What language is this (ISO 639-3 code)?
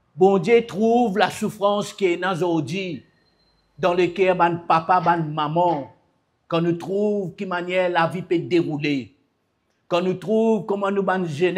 mfe